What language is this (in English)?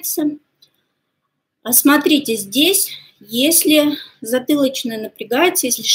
Russian